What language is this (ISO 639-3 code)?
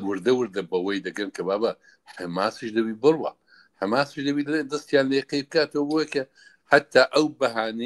ckb